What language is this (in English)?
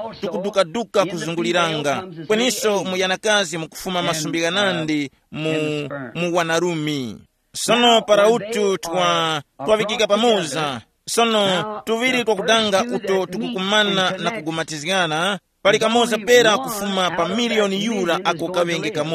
Tumbuka